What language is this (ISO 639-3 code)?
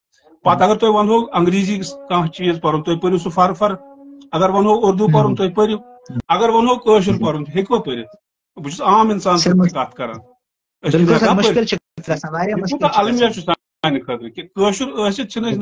kas